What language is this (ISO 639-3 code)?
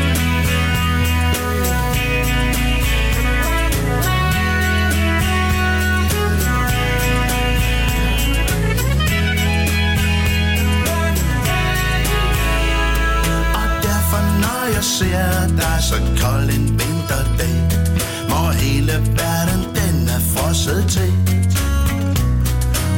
dan